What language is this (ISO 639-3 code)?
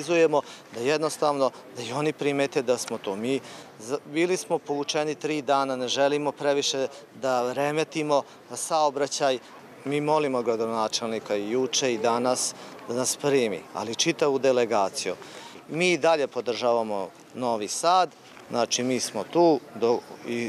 srp